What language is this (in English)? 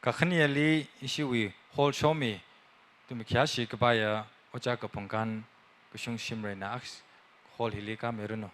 Tangkhul Naga (India)